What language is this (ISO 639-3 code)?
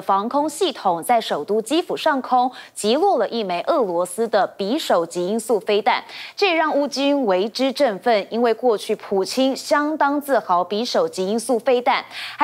zho